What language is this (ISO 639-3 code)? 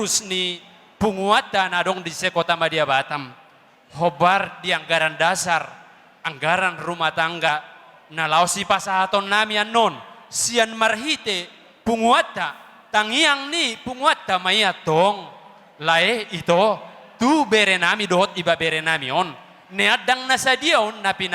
bbc